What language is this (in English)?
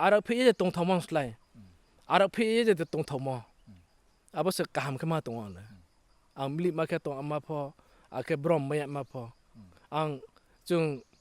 Riang (India)